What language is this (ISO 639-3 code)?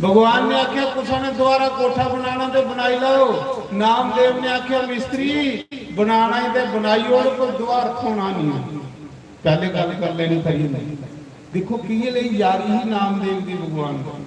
doi